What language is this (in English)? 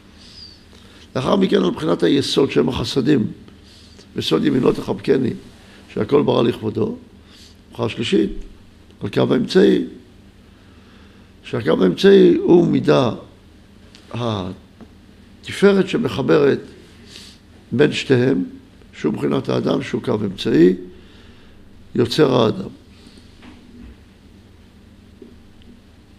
Hebrew